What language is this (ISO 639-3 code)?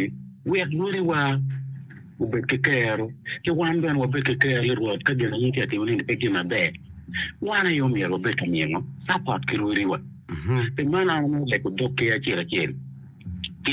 ach